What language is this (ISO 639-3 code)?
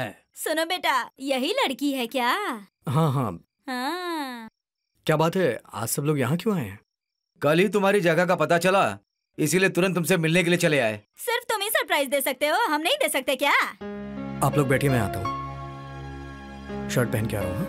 hin